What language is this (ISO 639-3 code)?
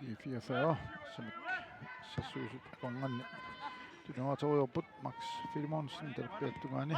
kal